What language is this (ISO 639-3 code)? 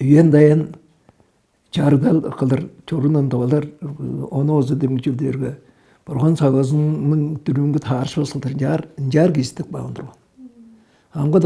tyv